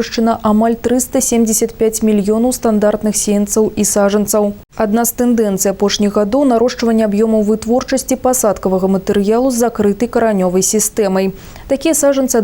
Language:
Belarusian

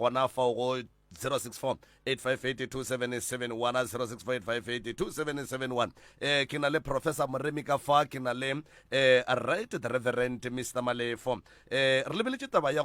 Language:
Northern Sotho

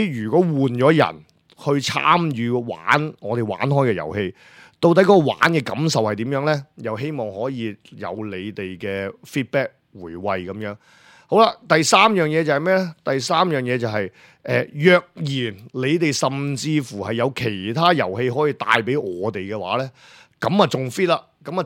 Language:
Cantonese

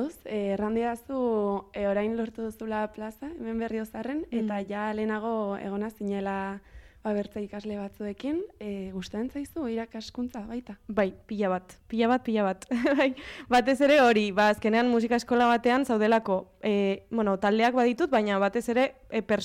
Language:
Basque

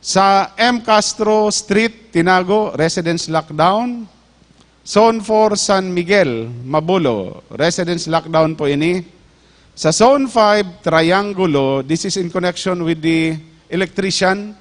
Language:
Bikol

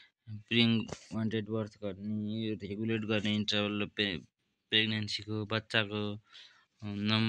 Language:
Nepali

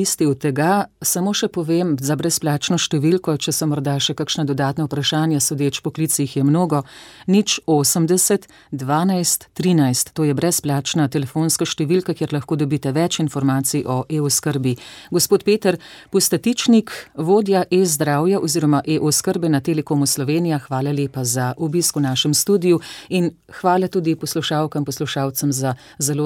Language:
Slovenian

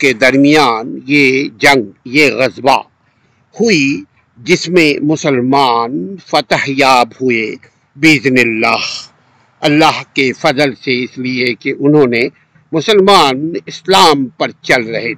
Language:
Urdu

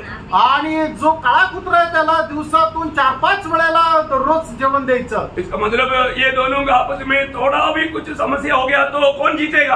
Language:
Marathi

